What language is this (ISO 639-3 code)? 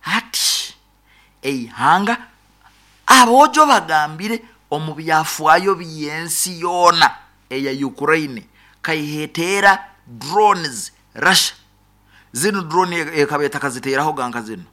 nyo